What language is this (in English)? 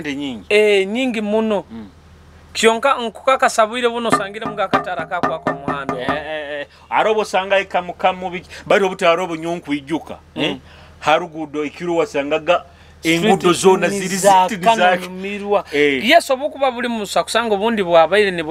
Nyoro